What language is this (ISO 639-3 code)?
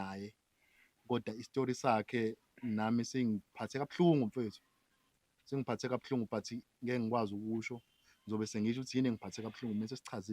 zul